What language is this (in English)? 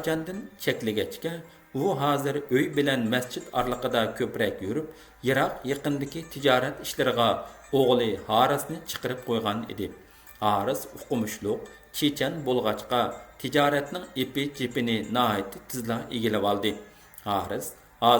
Uyghur